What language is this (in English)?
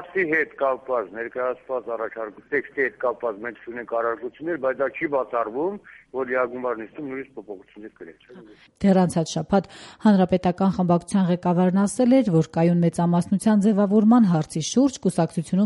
Armenian